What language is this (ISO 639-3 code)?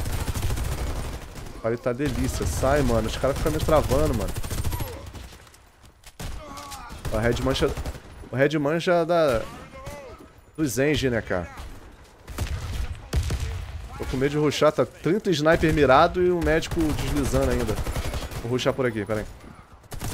por